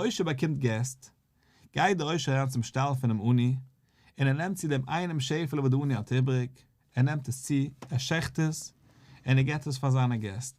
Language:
Yiddish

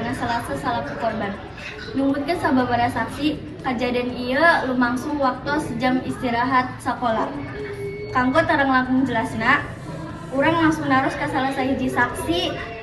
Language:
Sundanese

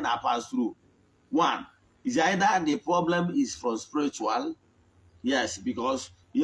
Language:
Igbo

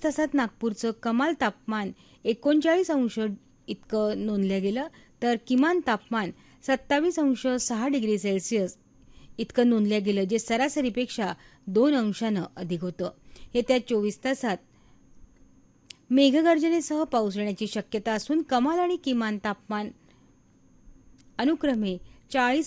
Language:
Marathi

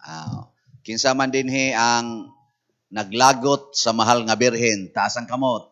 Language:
Cebuano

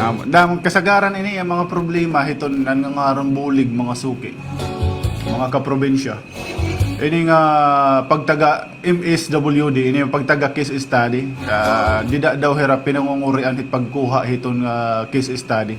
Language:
Waray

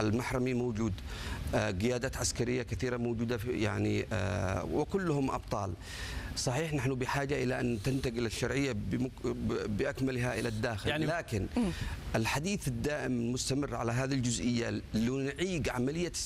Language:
Arabic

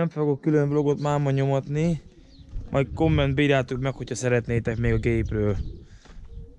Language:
Hungarian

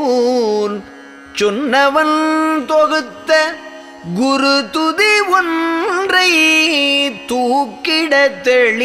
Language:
Tamil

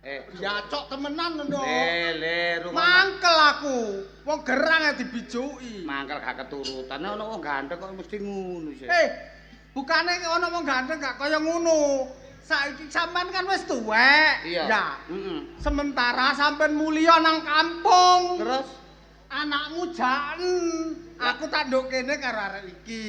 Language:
Javanese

